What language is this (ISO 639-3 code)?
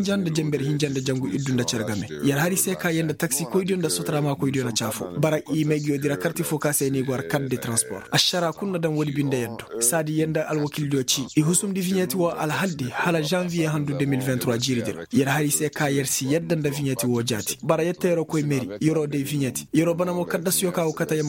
ses